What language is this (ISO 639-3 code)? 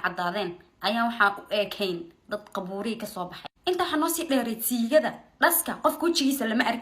som